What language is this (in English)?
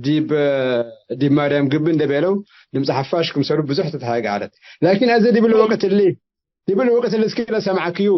Tigre